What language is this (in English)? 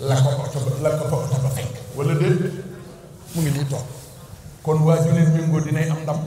Wolof